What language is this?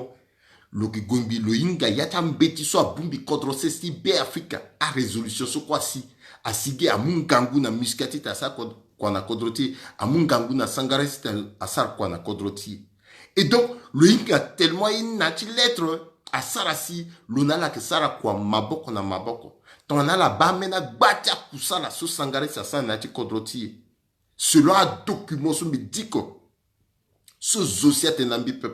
Sango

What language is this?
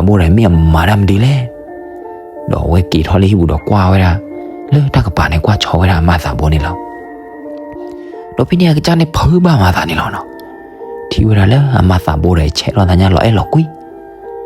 S'gaw Karen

